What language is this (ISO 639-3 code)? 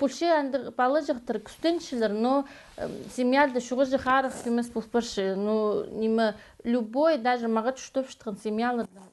kjh